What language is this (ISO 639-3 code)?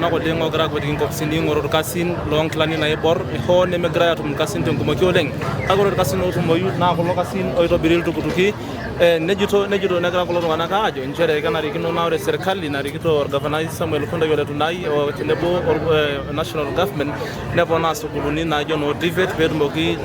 mas